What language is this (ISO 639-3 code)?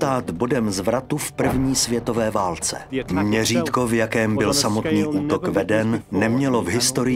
ces